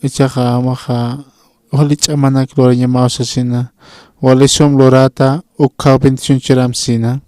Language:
Aymara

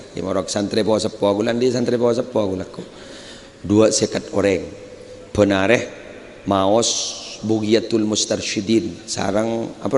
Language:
Madurese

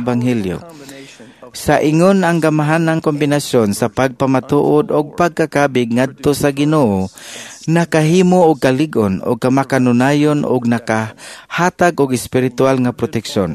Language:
Cebuano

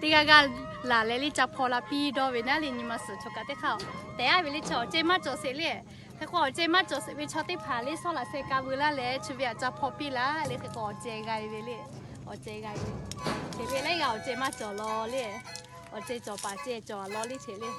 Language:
Lahu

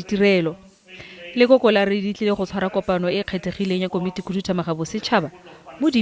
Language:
Tswana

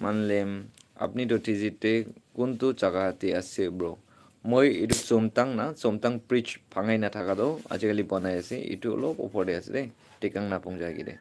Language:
Naga Pidgin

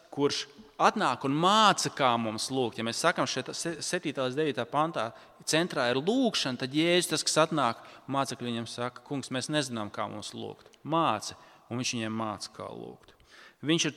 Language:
Latvian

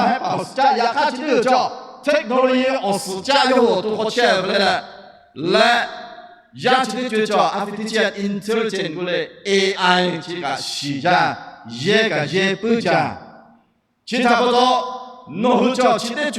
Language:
Lahu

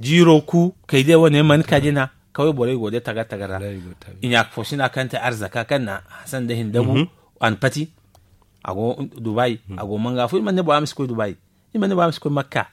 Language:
Zarma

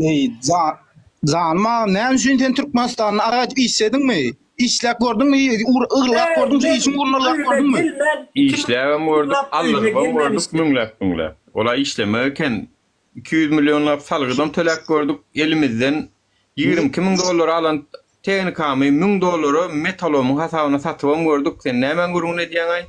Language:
Turkmen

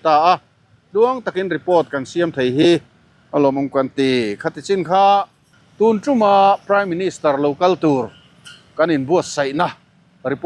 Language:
Mizo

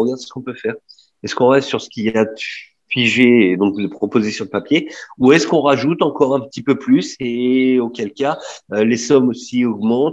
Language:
French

